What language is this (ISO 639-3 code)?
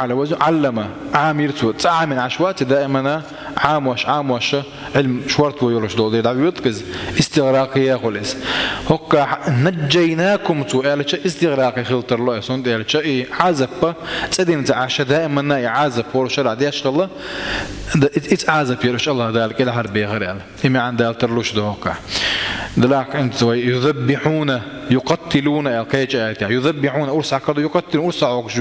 che